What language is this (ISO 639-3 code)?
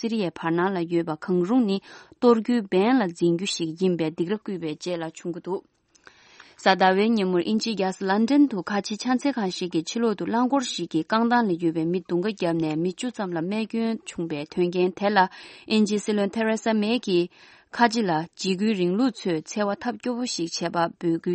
bod